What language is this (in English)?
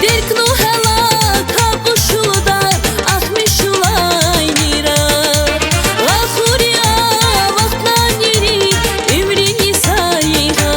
Tabassaran